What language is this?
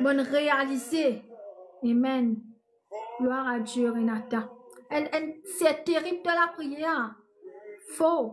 Morisyen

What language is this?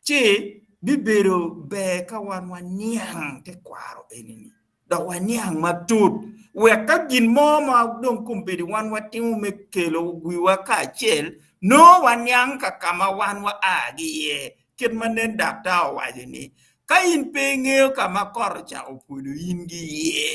Acoli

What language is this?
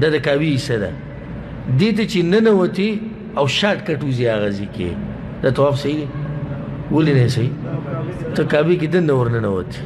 Pashto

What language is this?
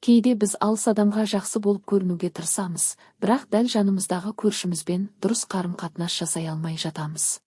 Kazakh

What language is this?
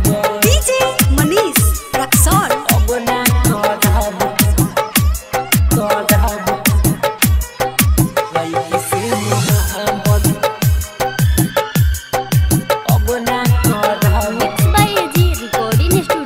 Bhojpuri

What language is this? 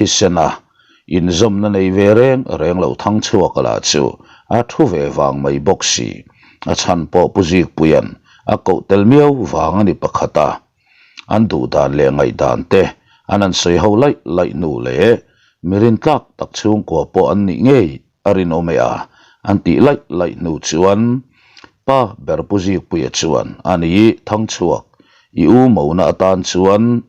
Mizo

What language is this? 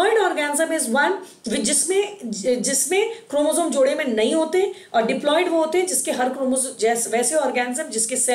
Hindi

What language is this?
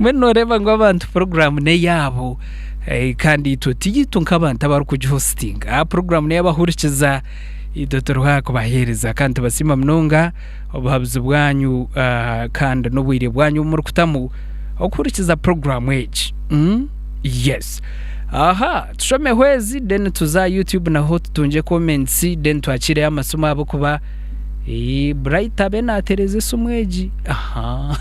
Nyankole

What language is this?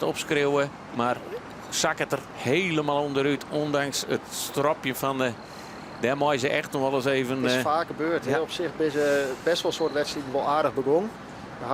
Western Frisian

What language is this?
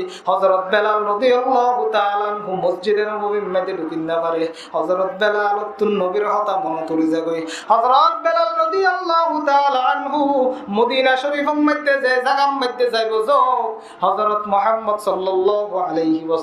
Rohingya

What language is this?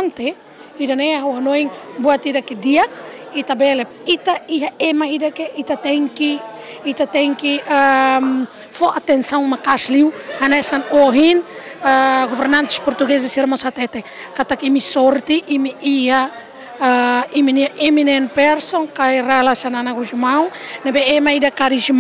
Tetum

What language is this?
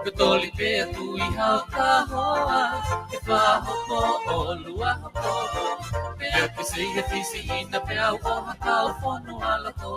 Tongan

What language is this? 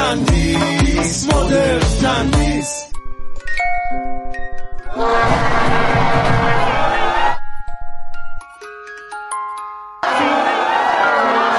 Persian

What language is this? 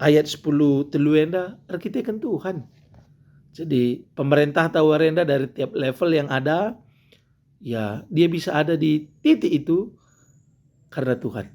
Batak Karo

